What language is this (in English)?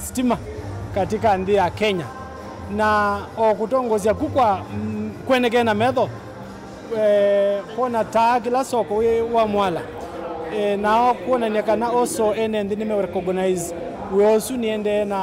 Kamba